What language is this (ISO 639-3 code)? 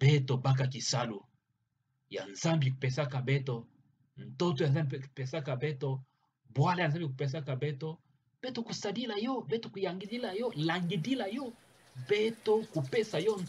ktu